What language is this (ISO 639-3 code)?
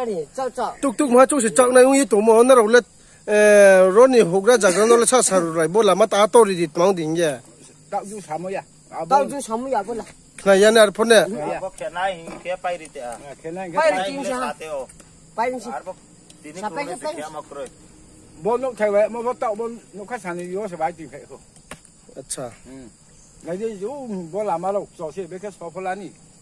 ria